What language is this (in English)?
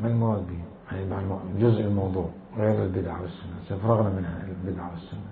Mesopotamian Arabic